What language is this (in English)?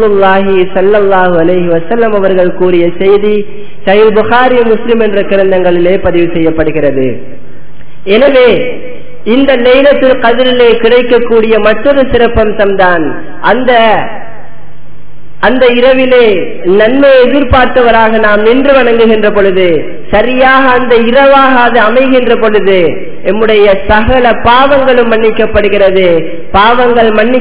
Tamil